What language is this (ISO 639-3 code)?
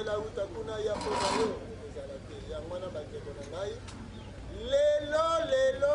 lin